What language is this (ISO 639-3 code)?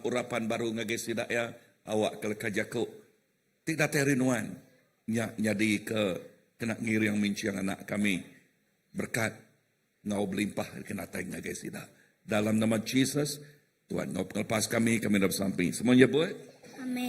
iba